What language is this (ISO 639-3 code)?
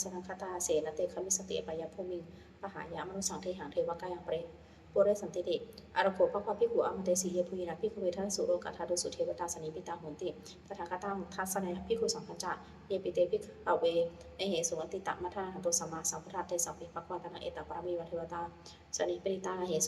pli